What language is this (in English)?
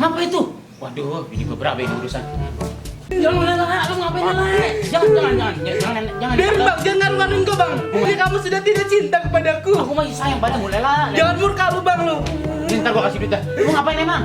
Betawi